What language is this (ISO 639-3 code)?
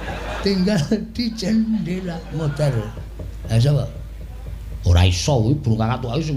jav